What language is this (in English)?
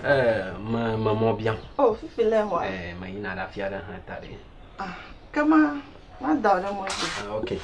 Ewe